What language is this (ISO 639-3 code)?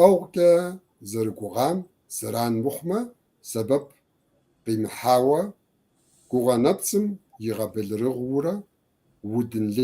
kbd